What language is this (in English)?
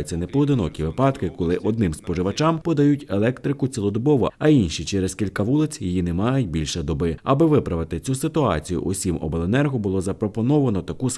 Ukrainian